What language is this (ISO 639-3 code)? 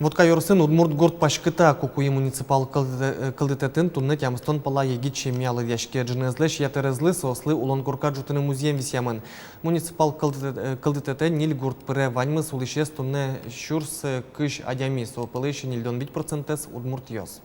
udm